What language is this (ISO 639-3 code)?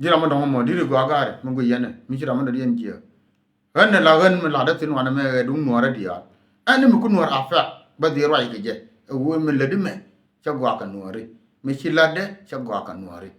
nus